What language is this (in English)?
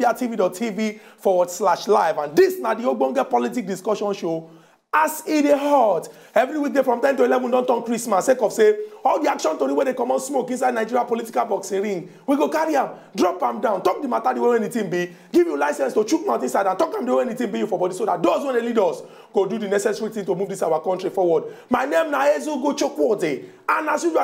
Nigerian Pidgin